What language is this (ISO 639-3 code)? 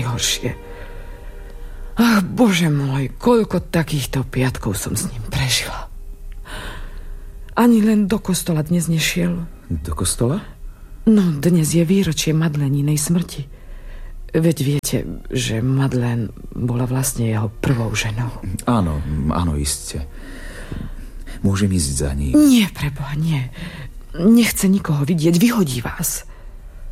slk